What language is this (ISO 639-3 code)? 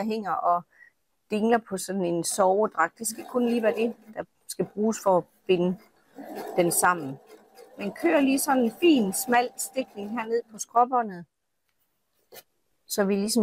dan